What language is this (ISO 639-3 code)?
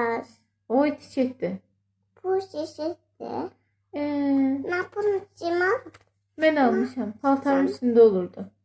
aze